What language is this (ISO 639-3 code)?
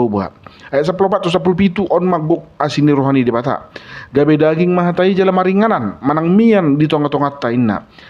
bbc